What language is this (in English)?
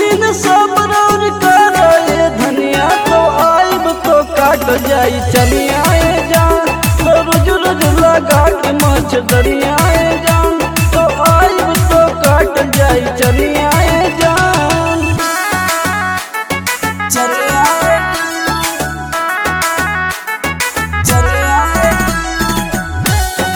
Bhojpuri